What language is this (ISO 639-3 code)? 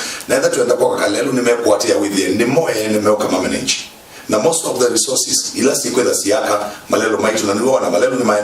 kam